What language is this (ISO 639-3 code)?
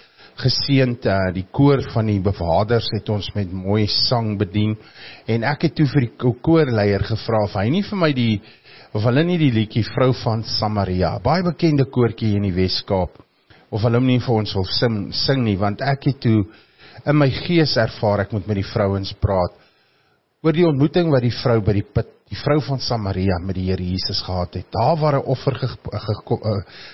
afr